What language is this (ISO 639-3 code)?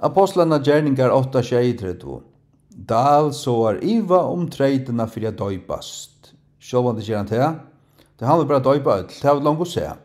fao